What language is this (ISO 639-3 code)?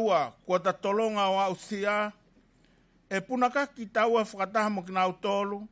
ton